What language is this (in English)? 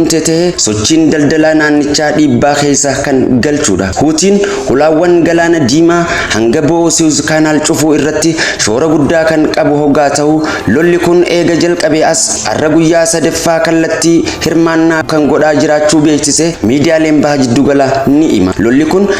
Oromo